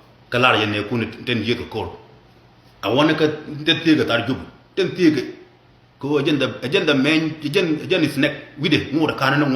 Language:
Nuer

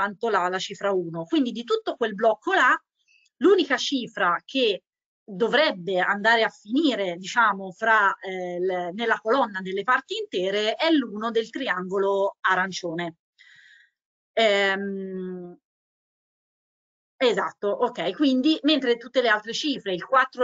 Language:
Italian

